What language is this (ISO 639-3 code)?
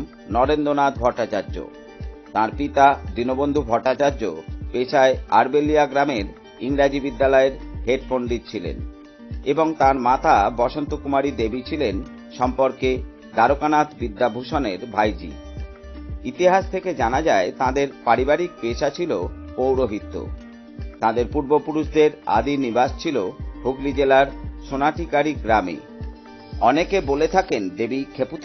ben